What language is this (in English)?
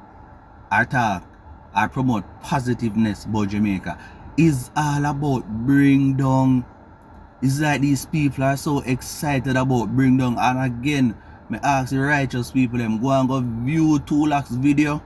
Jamaican Creole English